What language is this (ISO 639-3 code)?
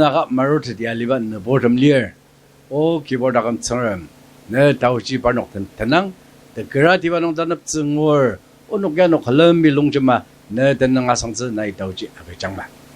njo